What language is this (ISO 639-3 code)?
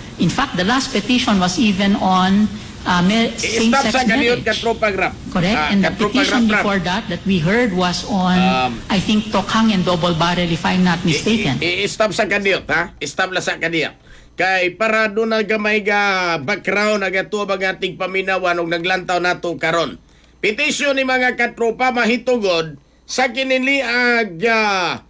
ceb